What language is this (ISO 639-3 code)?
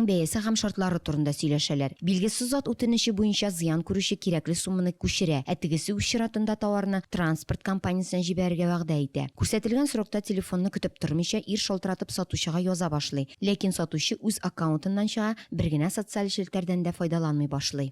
tat